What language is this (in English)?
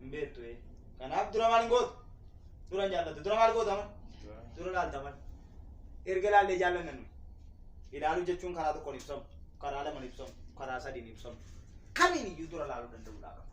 Oromo